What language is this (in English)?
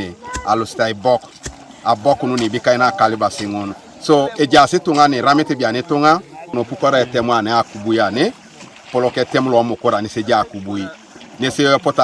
Teso